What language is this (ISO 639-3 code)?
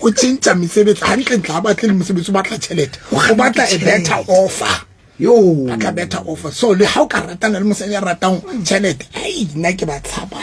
sot